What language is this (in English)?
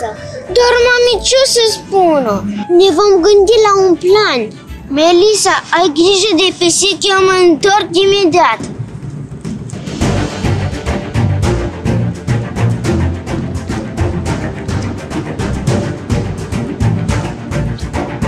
Romanian